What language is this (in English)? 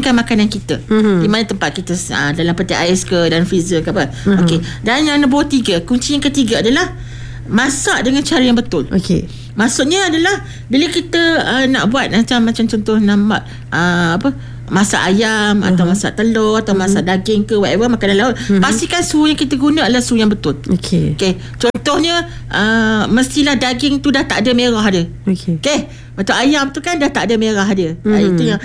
Malay